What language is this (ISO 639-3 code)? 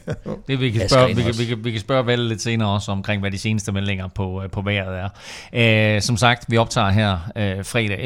dan